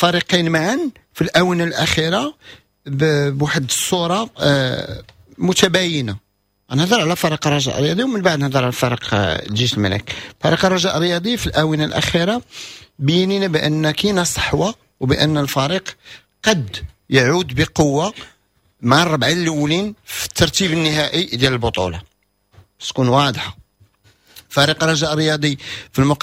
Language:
Moroccan Arabic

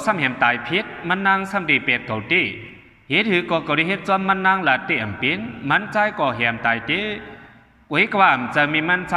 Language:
Shan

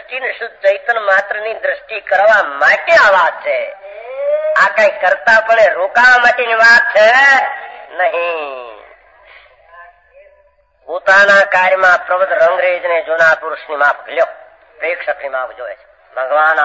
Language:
Gujarati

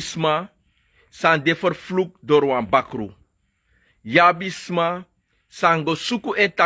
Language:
Sranan Tongo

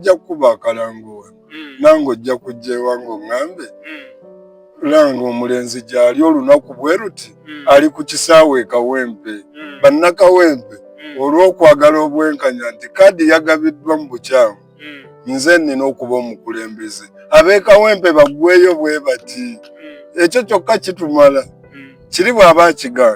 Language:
Ganda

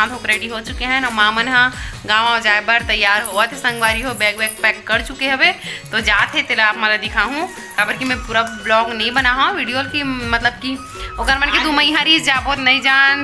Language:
Chhattisgarhi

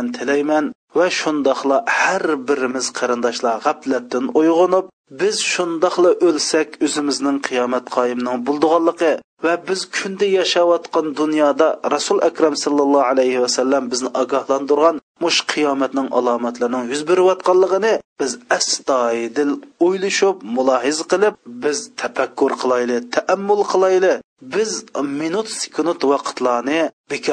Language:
Uyghur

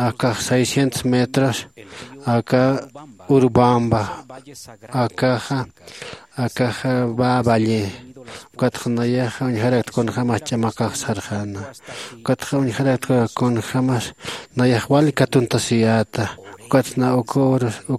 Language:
Aymara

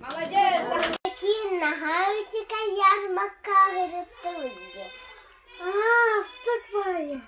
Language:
Yakut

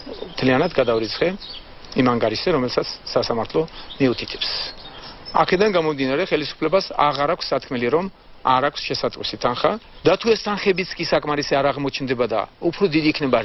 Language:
Georgian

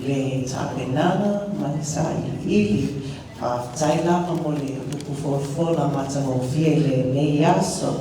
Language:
Samoan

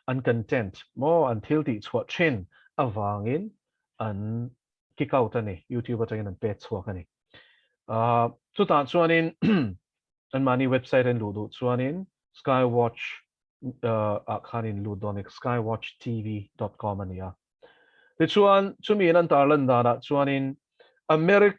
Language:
Mizo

